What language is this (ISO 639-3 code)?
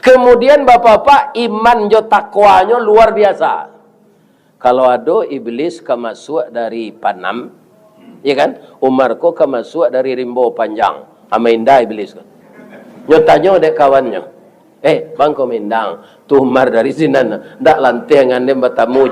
min